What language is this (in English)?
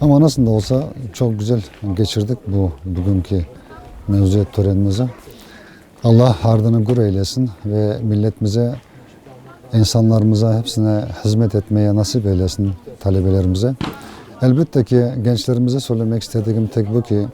Crimean Tatar